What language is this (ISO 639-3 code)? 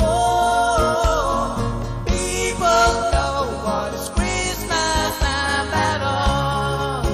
pon